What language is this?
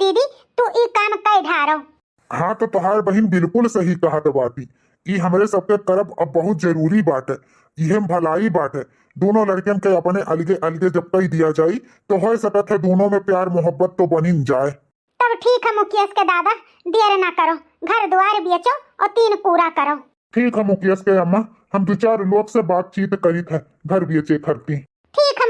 Awadhi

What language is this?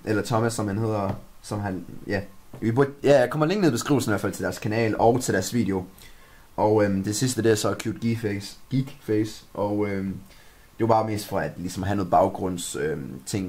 Danish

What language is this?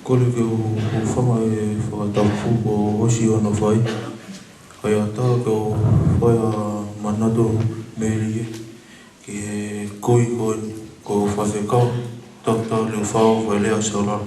Tongan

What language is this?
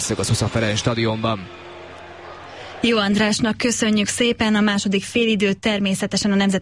Hungarian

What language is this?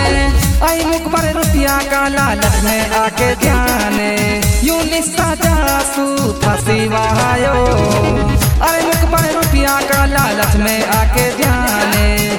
Haryanvi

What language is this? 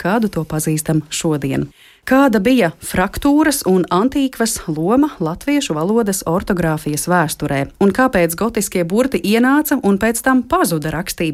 Latvian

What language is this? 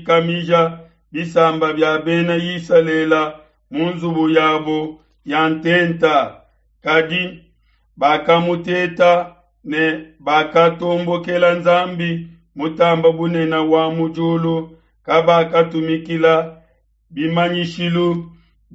Luba-Lulua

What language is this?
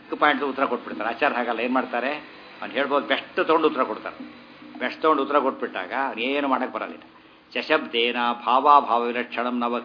Kannada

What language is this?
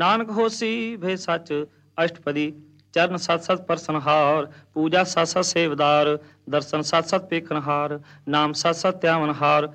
Punjabi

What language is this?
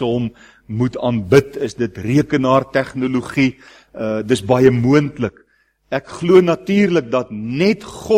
Afrikaans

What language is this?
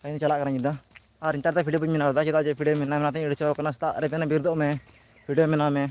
Santali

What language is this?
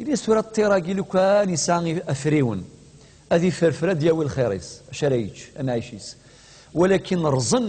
Kabyle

